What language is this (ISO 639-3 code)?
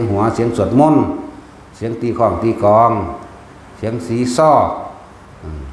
tts